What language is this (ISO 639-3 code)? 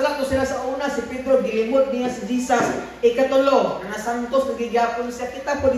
ceb